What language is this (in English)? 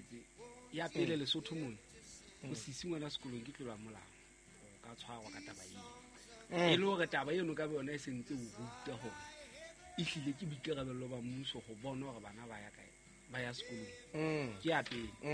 Southern Sotho